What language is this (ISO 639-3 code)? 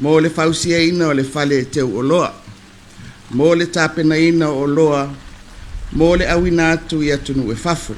smo